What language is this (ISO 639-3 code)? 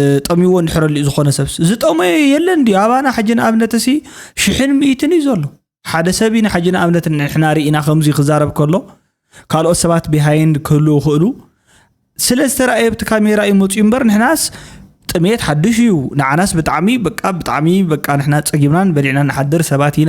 tir